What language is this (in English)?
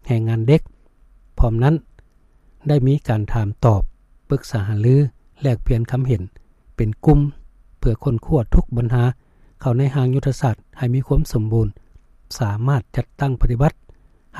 Lao